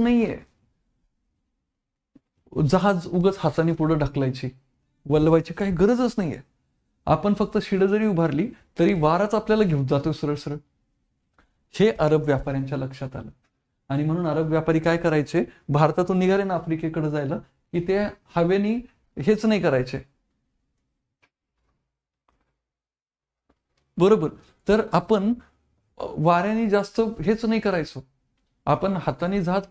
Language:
Marathi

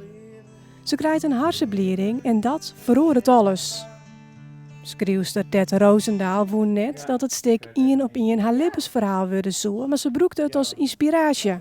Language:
Western Frisian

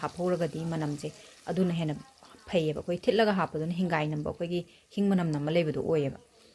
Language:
Manipuri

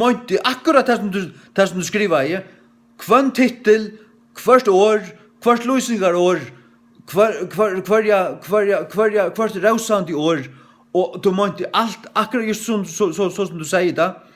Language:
Faroese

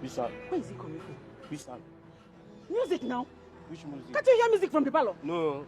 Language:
Nigerian Pidgin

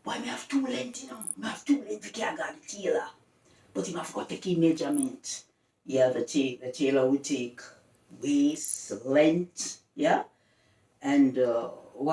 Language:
Jamaican Creole English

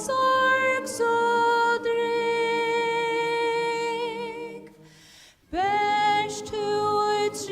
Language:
Faroese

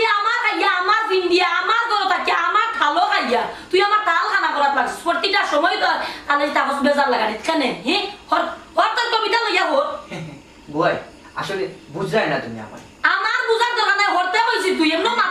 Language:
Sylheti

